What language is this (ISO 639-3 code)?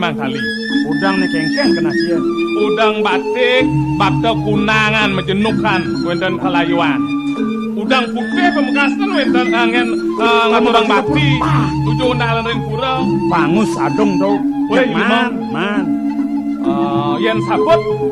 ban